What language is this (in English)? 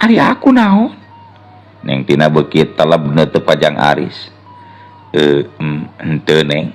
Sundanese